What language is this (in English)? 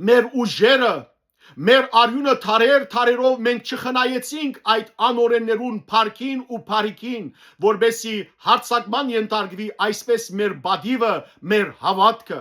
Western Armenian